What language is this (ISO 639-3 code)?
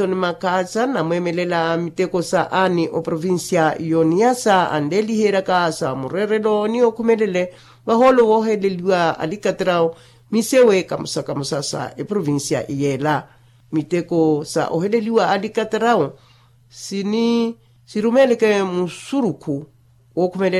vmw